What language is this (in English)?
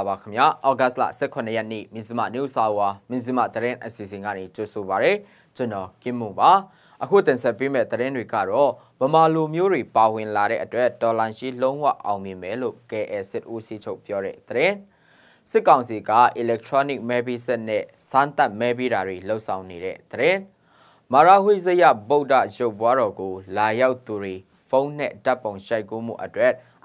Burmese